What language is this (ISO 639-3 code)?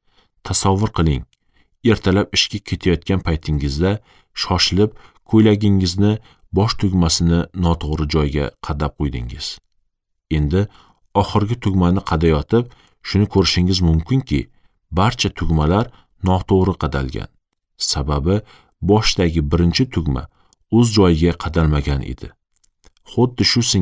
uzb